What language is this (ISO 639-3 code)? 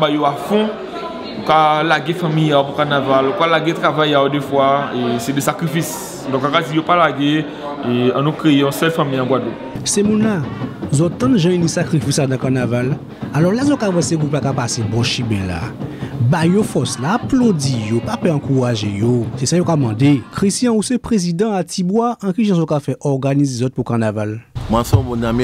gcf